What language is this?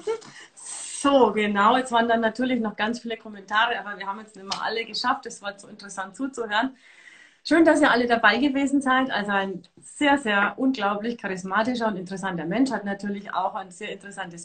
German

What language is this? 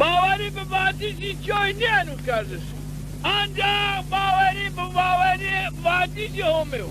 Zaza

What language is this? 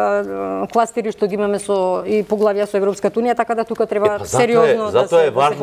Macedonian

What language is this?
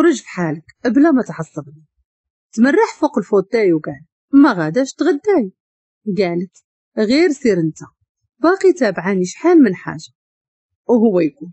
Moroccan Arabic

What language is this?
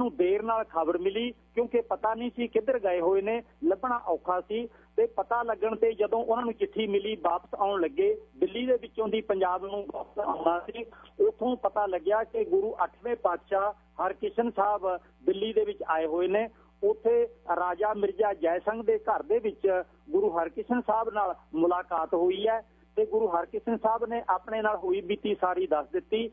Punjabi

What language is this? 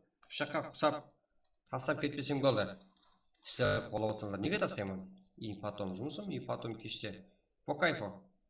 Kara-Kalpak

